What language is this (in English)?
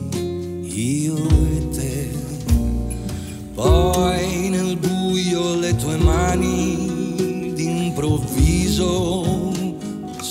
Italian